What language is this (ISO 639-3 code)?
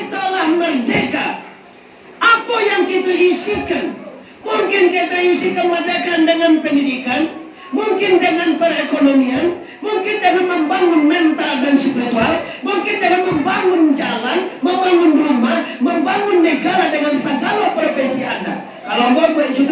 min